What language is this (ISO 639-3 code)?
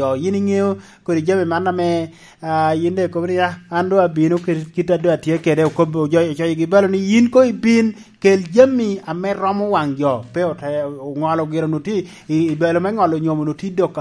laj